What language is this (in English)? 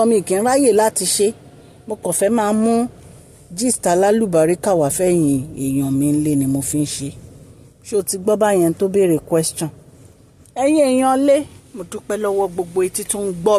Yoruba